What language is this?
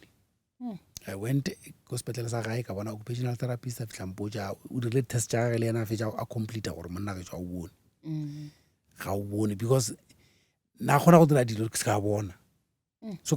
Northern Sotho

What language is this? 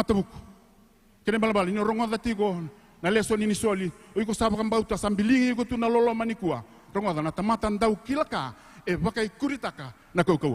Fijian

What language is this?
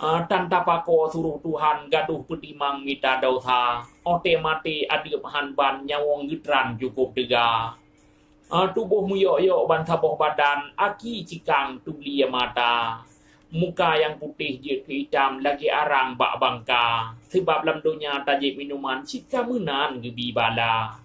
Achinese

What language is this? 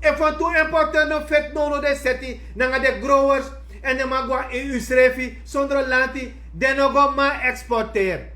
Sranan Tongo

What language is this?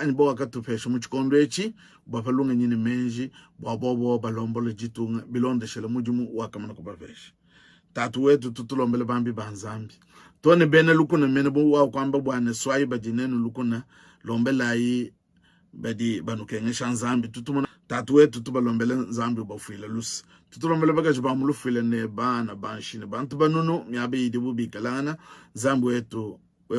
Luba-Lulua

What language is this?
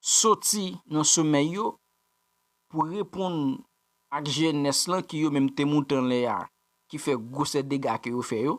Haitian Creole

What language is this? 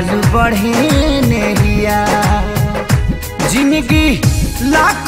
Bhojpuri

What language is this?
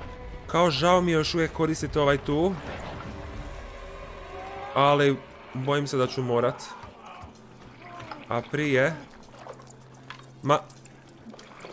Croatian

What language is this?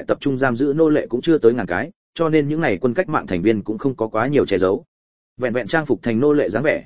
Vietnamese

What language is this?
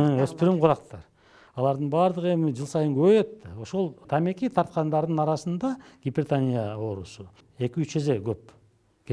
Kyrgyz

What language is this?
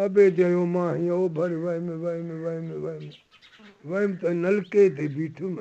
Sindhi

